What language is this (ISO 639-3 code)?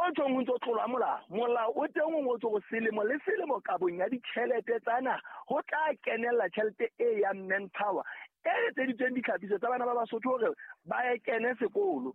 sot